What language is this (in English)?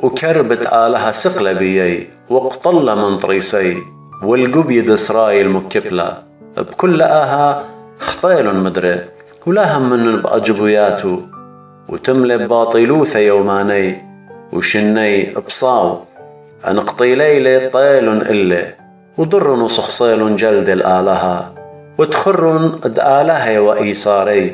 Assyrian Neo-Aramaic